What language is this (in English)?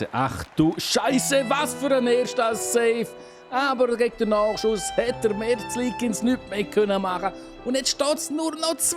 Swiss German